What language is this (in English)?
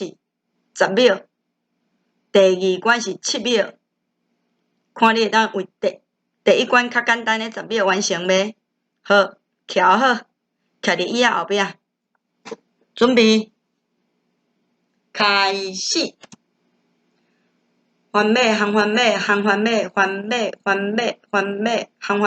Min Nan Chinese